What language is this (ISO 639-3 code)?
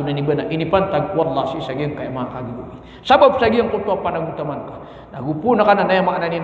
mrw